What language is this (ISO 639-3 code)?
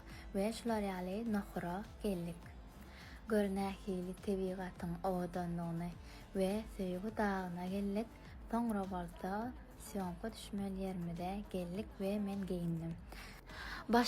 tuk